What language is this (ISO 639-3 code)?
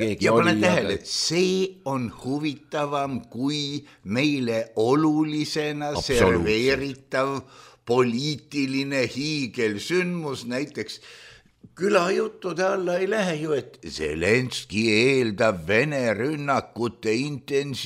est